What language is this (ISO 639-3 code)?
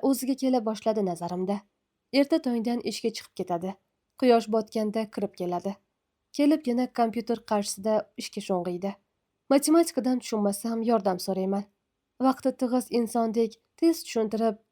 uzb